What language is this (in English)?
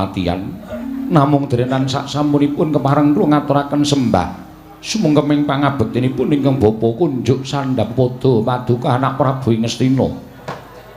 Javanese